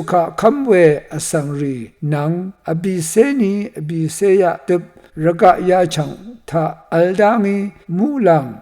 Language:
Rawang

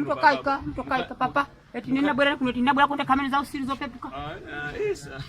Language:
Nyanja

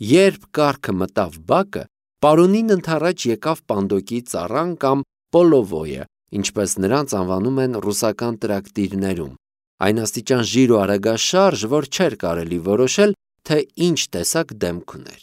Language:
Armenian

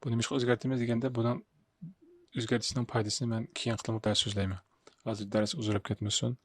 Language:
Uyghur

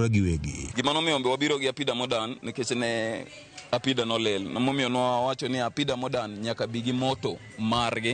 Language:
Luo (Kenya and Tanzania)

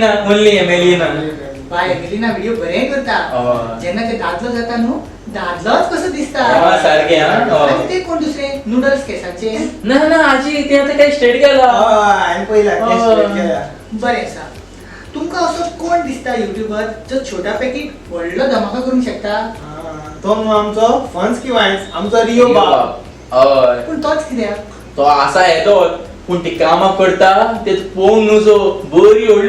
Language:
Konkani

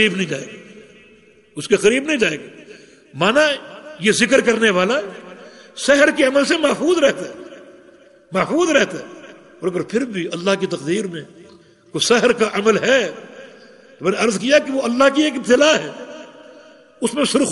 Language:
Urdu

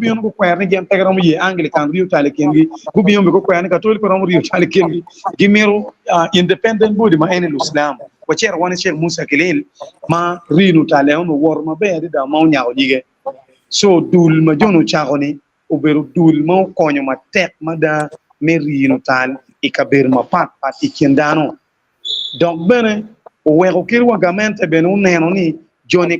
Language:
Acoli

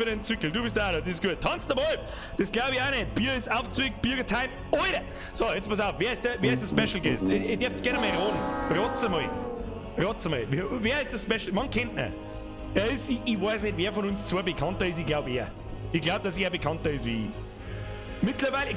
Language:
Bavarian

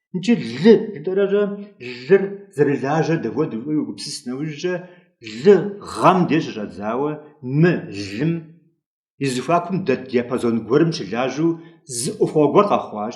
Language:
Kabardian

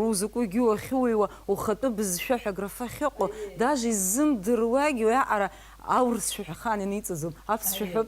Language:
Abkhazian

